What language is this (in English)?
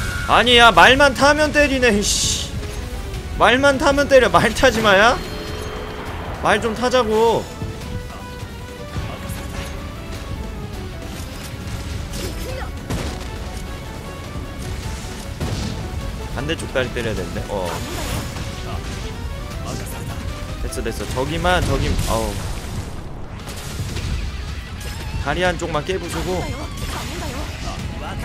Korean